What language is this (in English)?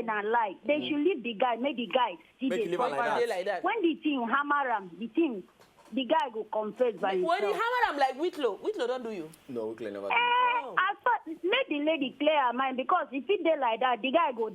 Nigerian Pidgin